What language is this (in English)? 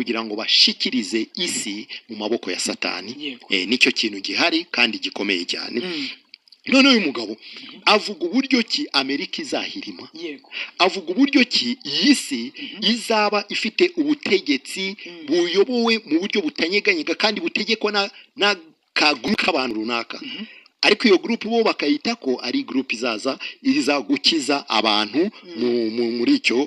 Kinyarwanda